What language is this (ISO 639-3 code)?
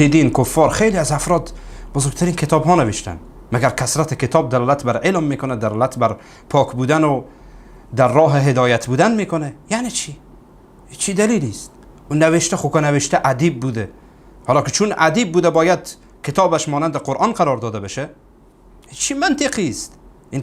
fas